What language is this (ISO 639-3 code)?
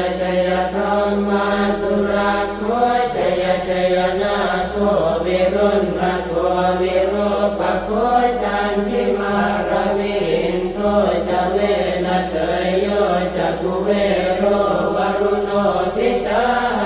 pli